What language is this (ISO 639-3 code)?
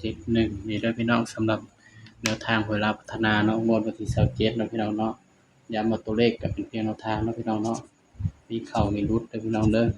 tts